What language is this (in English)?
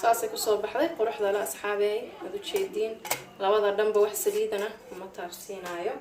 Somali